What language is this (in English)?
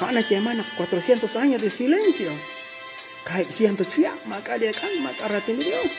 Kekchí